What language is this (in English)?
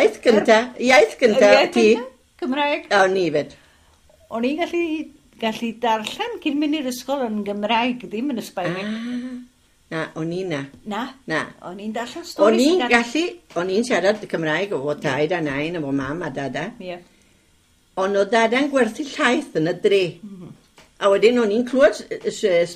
Welsh